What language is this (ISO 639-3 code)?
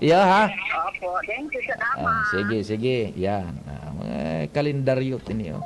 bik